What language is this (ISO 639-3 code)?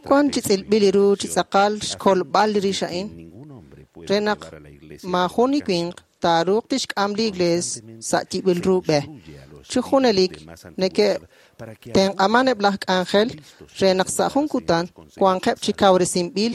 kek